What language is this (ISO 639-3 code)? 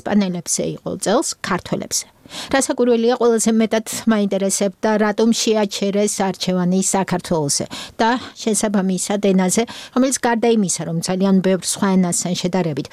kat